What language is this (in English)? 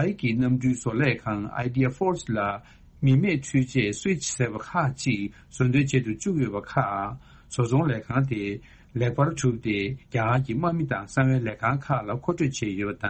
Tibetan